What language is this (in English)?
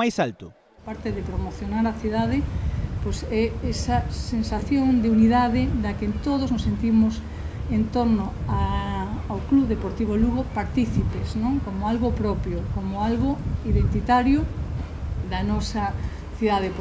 Galician